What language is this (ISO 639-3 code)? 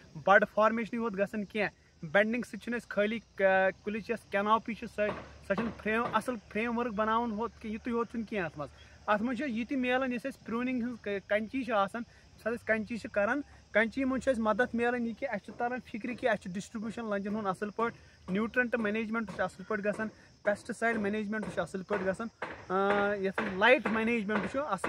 kas